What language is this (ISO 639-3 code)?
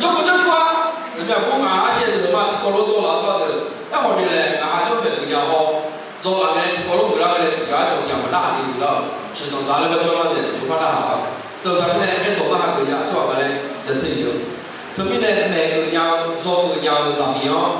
ahk